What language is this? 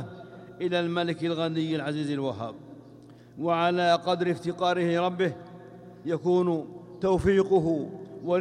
Arabic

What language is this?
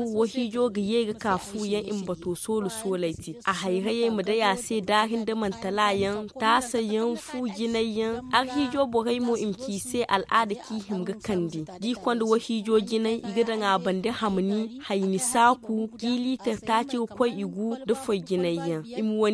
Zarma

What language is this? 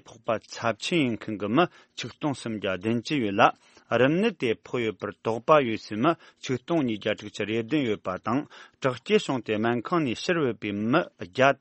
Tibetan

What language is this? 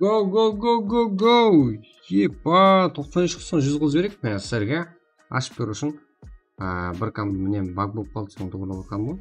Kara-Kalpak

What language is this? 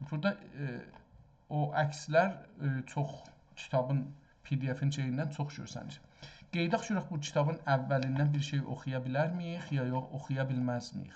South Azerbaijani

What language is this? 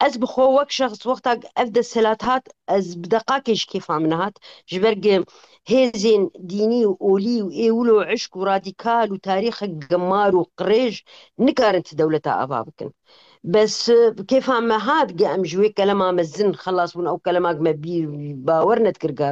Kurdish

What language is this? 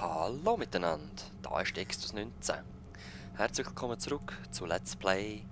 Swiss German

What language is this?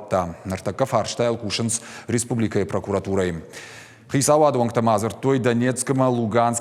Ossetic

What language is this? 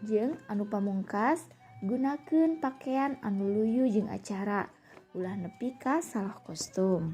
Sundanese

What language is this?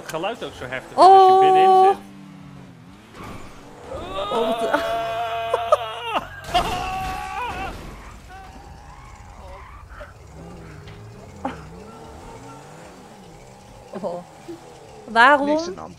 Dutch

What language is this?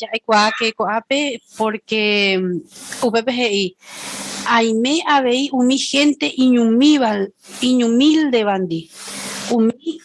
Guarani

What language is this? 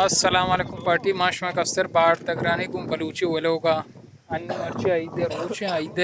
Baluchi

